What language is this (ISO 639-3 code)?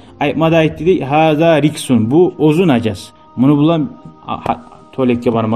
kum